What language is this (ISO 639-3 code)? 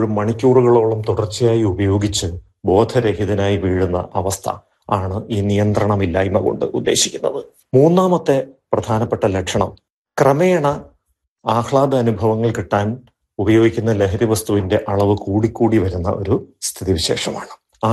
mal